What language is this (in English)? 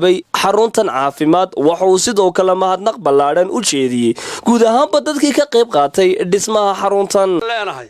Somali